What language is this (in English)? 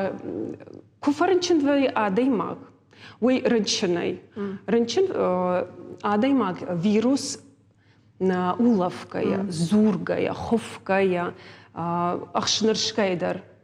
Ossetic